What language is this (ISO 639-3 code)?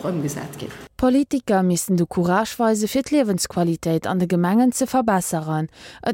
ltz